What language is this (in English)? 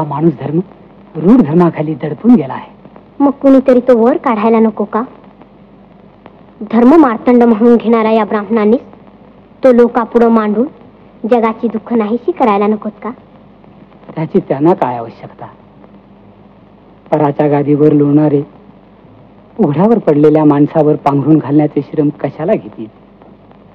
Marathi